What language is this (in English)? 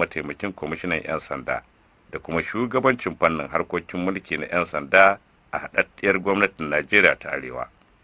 Hausa